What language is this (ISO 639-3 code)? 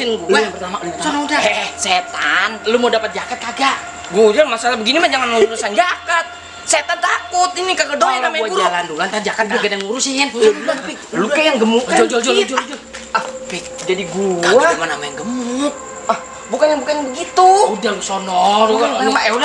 bew